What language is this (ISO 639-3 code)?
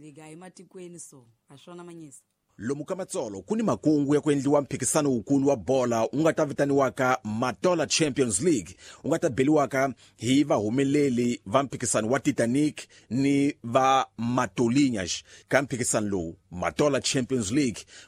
tso